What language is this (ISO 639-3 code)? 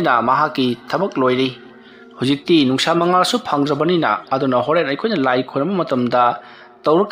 mni